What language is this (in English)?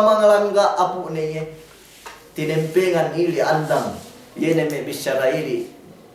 Yakan